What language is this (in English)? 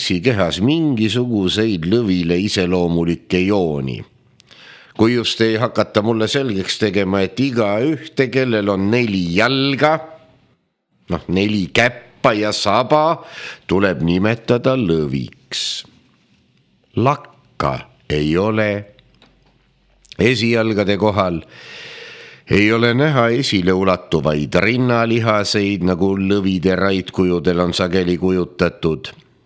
Estonian